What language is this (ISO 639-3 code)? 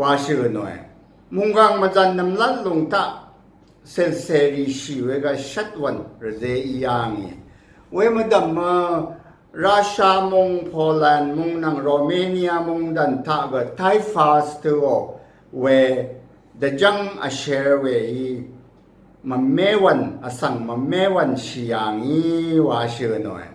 raw